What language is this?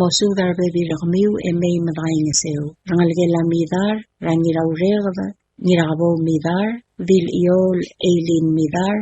Palauan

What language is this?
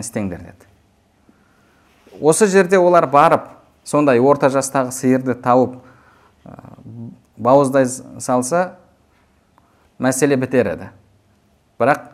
Kazakh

